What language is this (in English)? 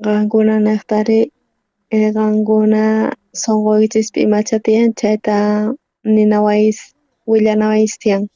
South Bolivian Quechua